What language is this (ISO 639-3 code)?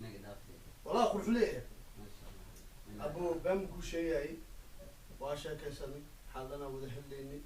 som